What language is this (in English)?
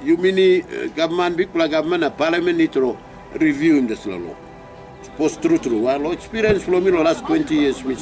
Tok Pisin